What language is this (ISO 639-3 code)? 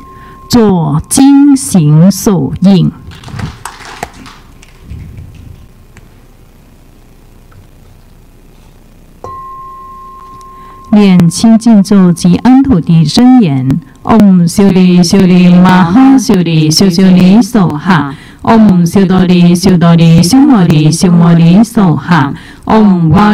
zho